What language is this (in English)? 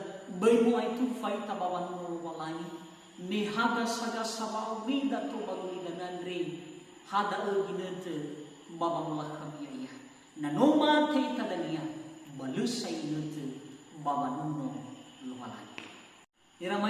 Nias